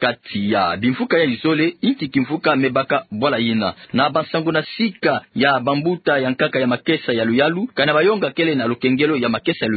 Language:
Kituba (Democratic Republic of Congo)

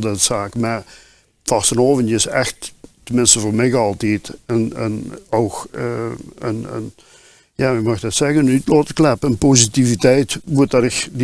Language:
Limburgish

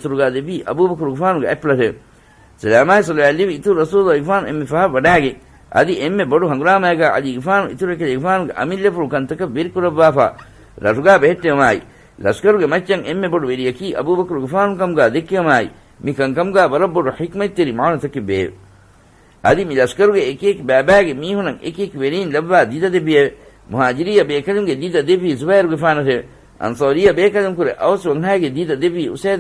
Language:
Divehi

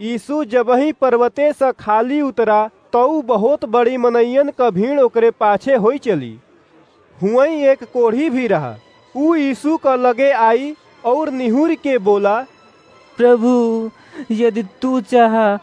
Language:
Awadhi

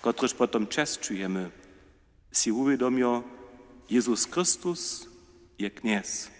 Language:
Upper Sorbian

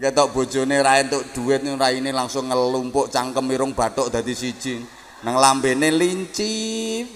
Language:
Javanese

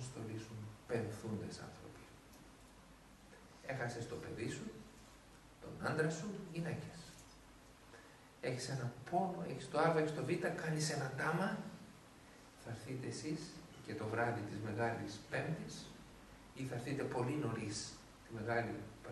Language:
Greek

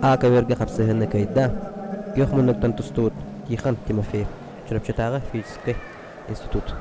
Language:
Yakut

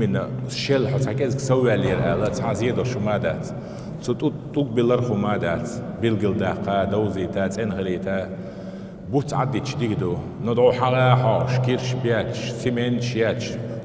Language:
Chechen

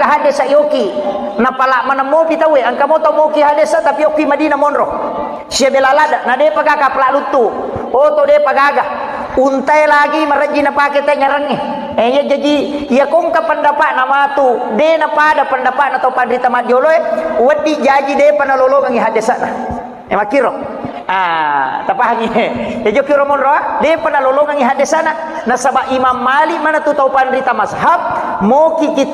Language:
Buginese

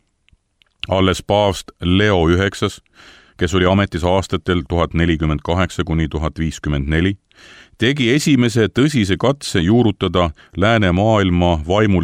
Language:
Estonian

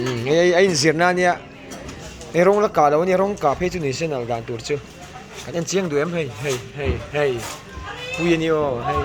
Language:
Mizo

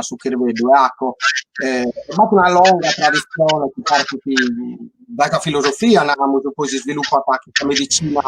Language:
Sardinian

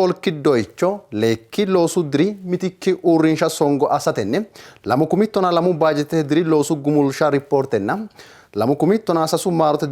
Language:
Sidamo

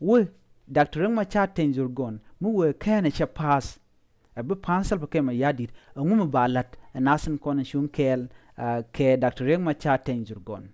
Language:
Nuer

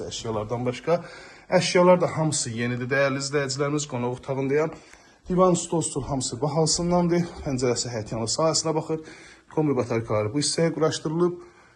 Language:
Azerbaijani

